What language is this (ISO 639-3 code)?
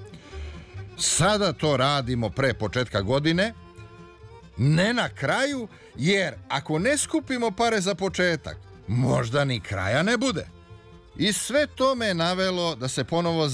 srp